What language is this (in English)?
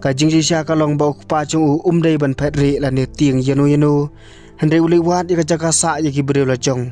Khasi